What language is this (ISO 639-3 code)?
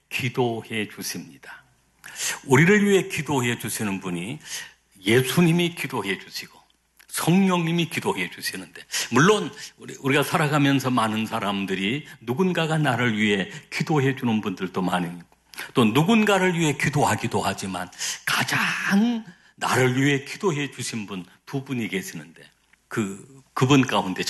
kor